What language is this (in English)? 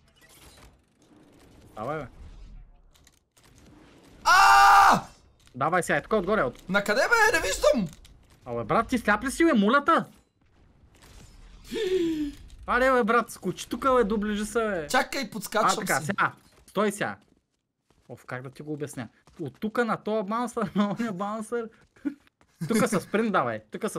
Bulgarian